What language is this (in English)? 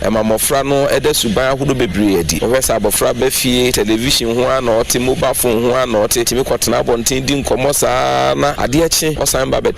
Akan